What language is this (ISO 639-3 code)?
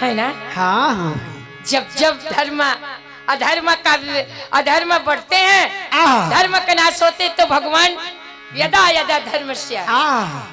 hne